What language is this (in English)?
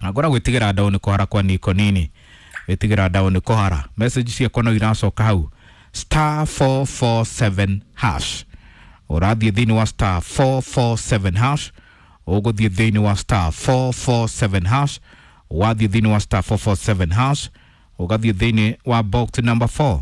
Kikuyu